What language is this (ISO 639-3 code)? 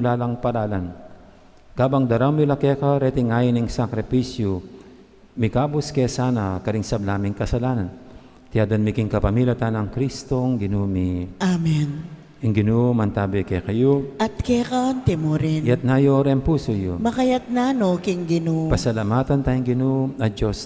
pam